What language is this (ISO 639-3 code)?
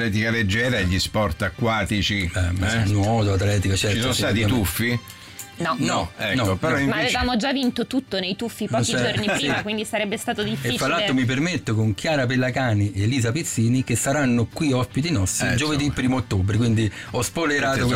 ita